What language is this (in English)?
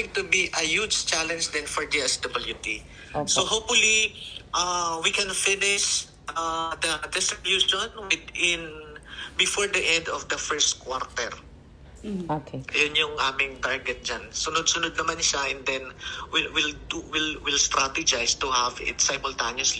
Hiligaynon